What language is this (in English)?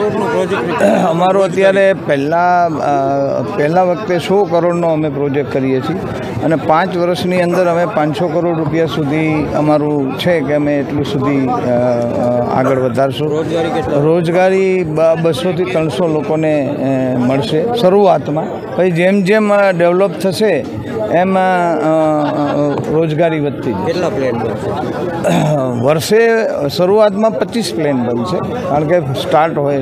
Gujarati